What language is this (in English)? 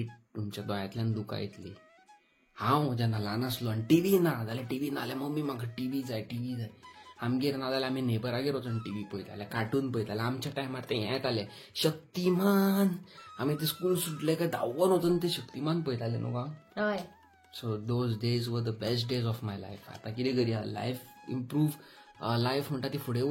Konkani